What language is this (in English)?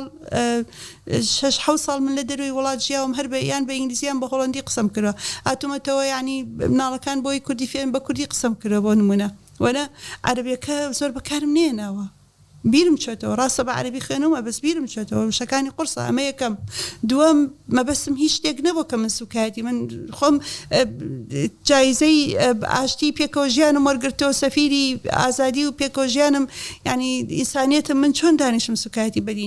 Central Kurdish